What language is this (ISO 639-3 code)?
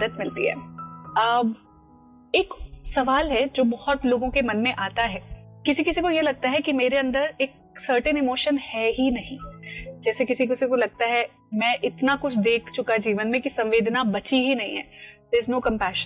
hin